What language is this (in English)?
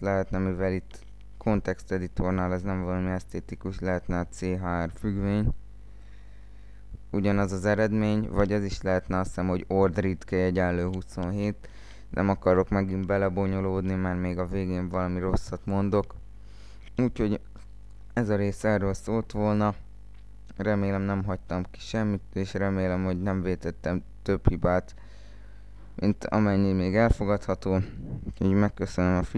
Hungarian